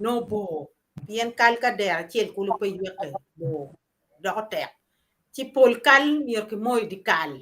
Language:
Acoli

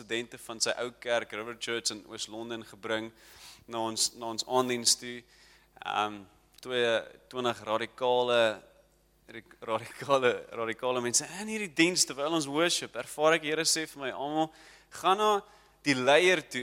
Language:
Afrikaans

